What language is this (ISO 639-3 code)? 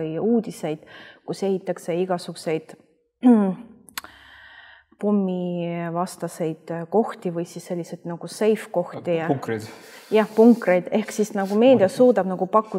est